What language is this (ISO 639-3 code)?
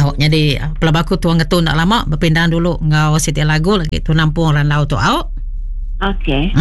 iba